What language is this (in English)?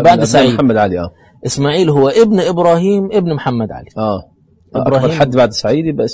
Egyptian Arabic